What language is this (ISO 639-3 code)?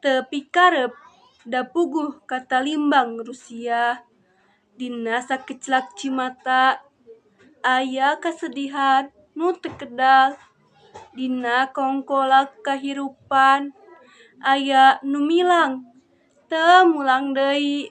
sun